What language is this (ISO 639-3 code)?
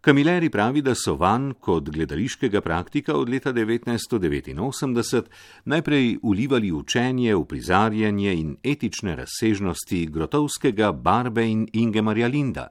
slv